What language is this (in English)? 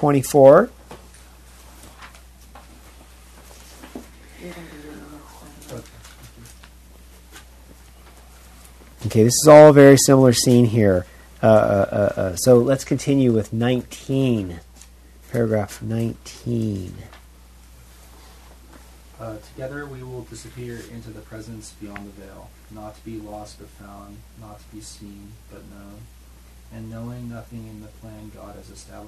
English